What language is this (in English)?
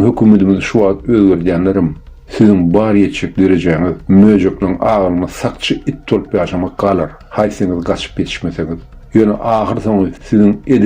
Turkmen